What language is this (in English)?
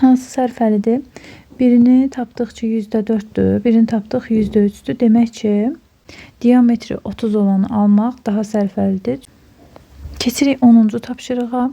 Azerbaijani